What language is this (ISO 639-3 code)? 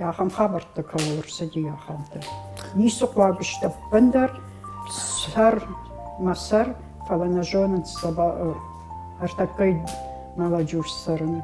oss